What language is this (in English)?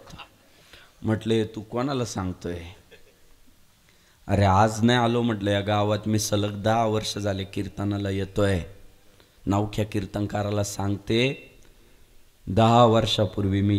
Marathi